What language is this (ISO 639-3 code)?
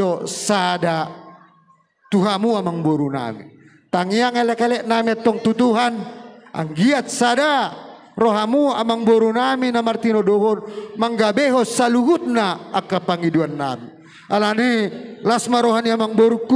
bbc